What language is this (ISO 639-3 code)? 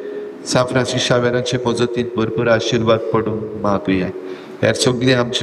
kok